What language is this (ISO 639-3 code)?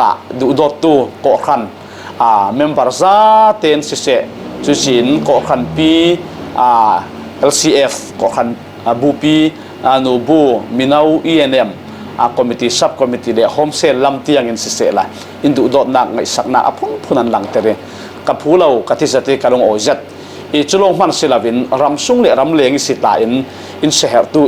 cfm